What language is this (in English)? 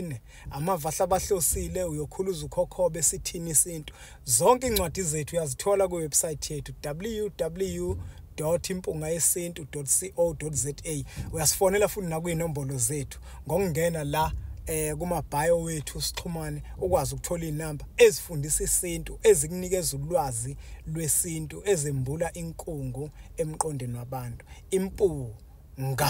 Zulu